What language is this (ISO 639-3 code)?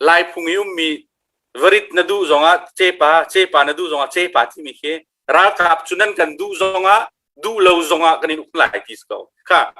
cnh